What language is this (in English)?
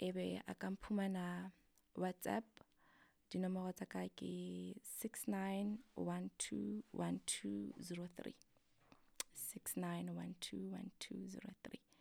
Southern Sotho